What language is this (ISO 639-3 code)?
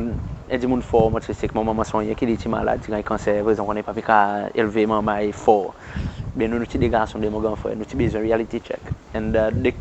crs